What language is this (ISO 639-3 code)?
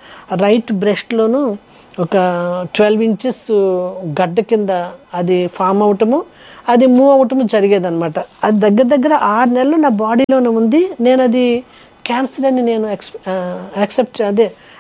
tel